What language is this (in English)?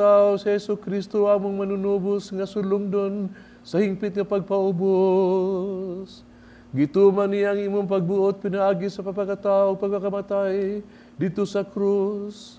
Cebuano